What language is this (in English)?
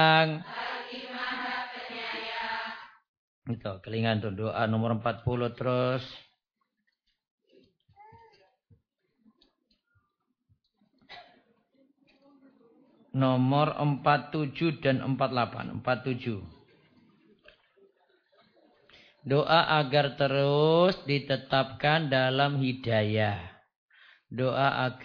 Indonesian